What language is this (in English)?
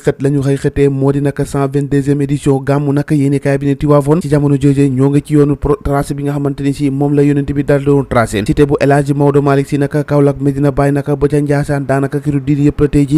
Wolof